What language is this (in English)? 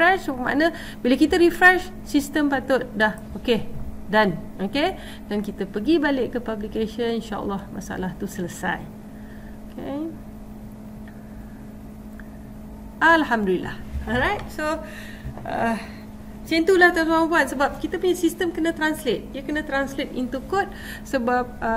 Malay